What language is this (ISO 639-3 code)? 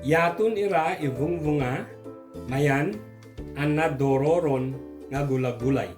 ibg